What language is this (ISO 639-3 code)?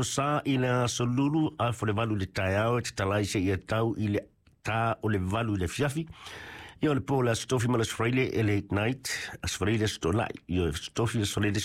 smo